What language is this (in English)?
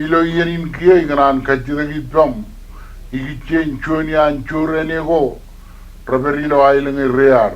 Marshallese